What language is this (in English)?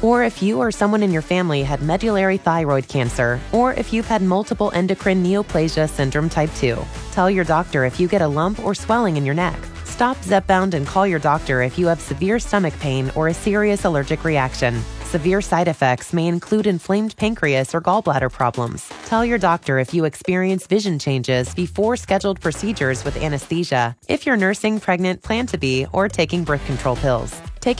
English